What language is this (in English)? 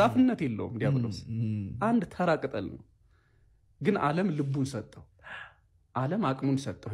Amharic